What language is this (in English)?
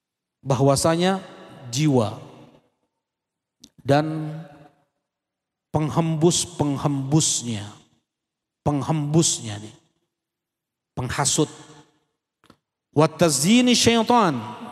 Indonesian